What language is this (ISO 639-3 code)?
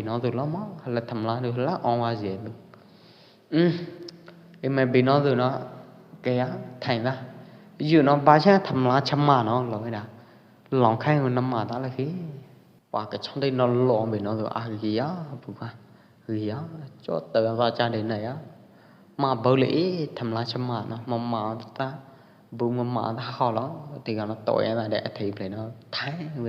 kjp